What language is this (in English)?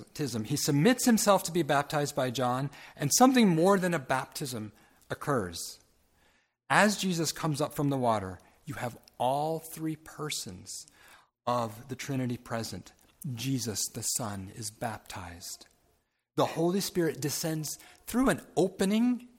English